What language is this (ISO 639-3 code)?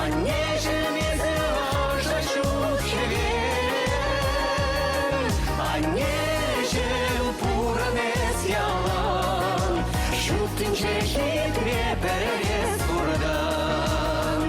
chv